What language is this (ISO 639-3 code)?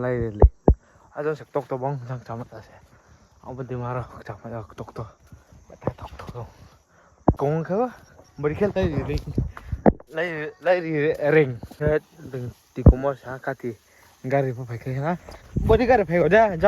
ria